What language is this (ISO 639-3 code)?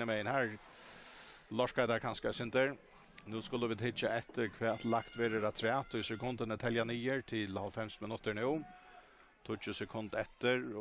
fao